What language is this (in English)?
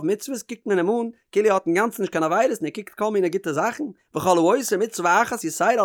Yiddish